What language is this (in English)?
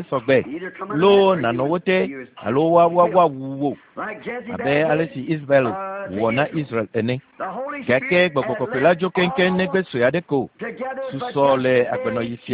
Ewe